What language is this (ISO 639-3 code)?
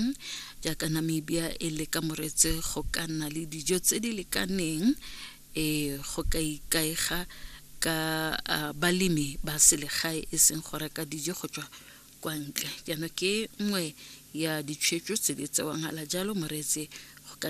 tsn